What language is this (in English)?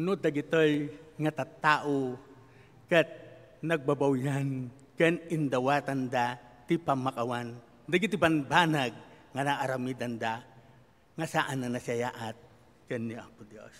Iloko